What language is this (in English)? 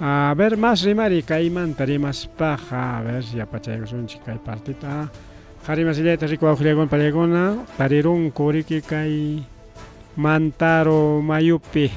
Ayacucho Quechua